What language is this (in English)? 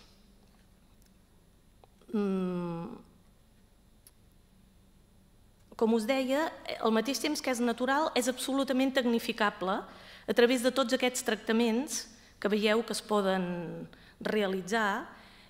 Catalan